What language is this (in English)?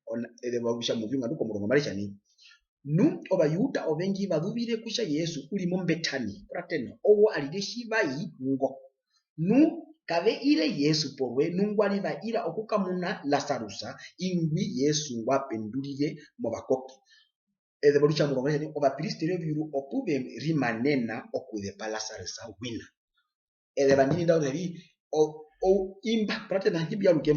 Herero